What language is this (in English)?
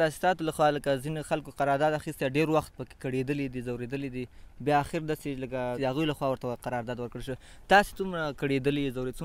Pashto